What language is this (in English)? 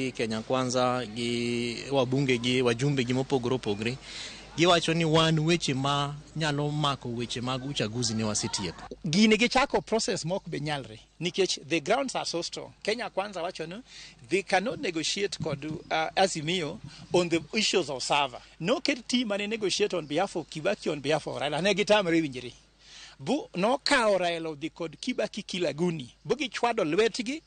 Luo (Kenya and Tanzania)